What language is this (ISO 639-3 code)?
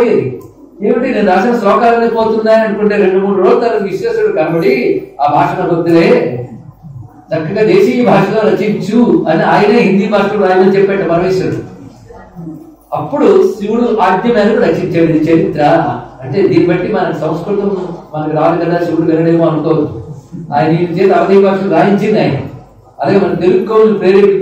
tel